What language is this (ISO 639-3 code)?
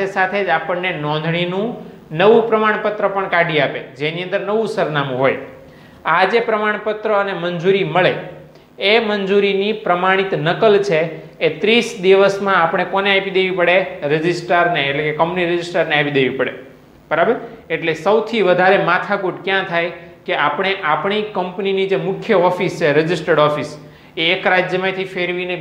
guj